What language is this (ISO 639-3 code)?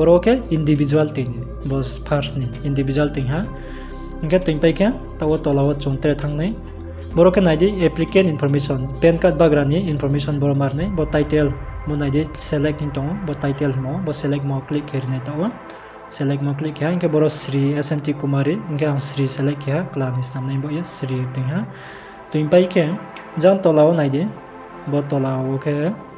ria